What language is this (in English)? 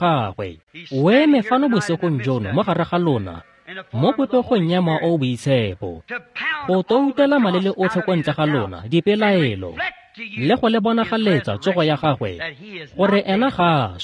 Tswana